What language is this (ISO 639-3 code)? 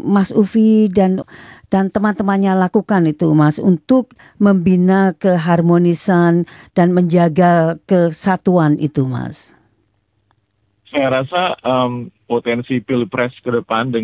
ind